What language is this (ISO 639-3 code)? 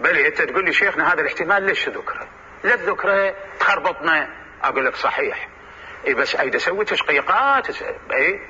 acm